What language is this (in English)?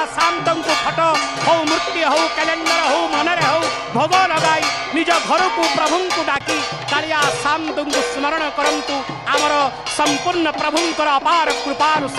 Odia